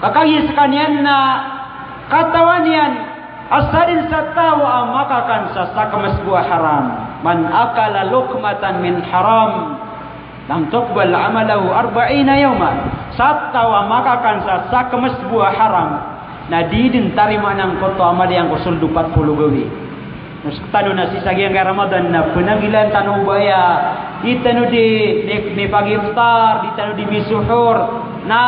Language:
Maranao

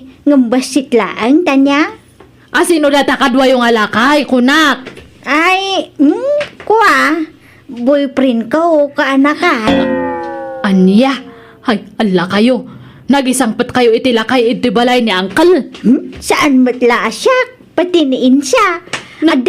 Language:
Iloko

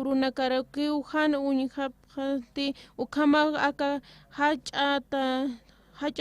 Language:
Aymara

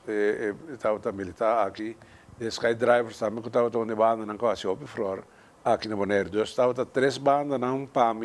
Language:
Papiamento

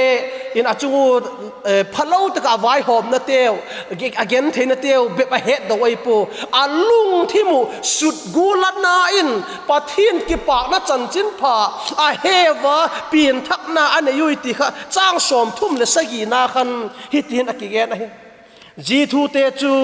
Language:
Vaiphei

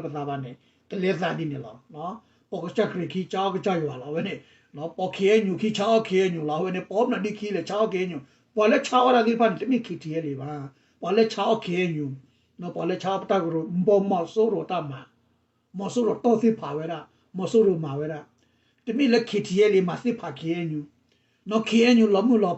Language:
S'gaw Karen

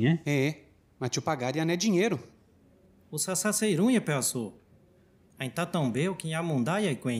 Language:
Nheengatu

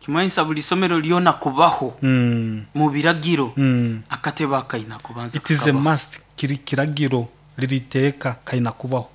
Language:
Nyoro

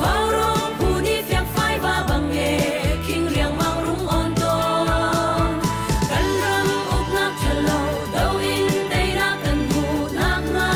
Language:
Hakha Chin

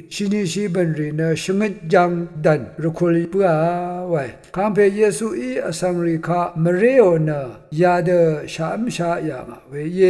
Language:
Rawang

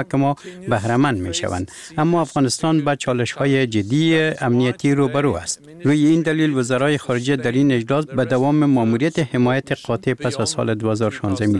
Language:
Persian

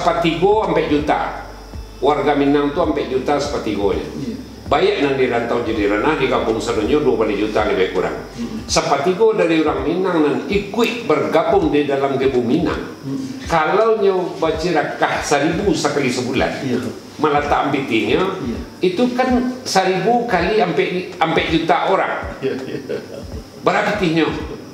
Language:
Minangkabau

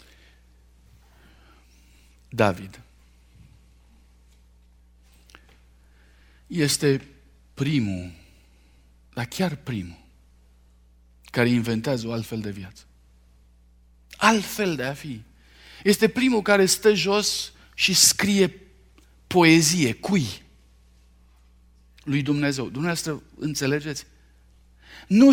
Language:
Romanian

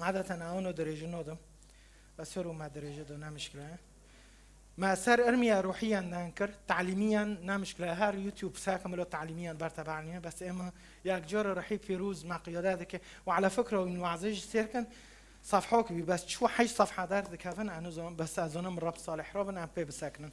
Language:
Kurdish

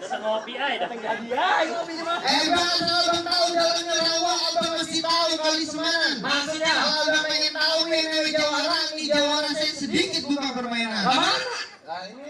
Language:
Betawi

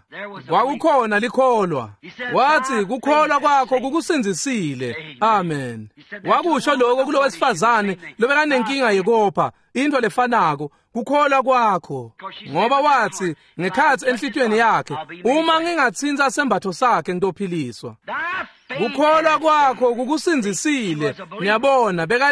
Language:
Swati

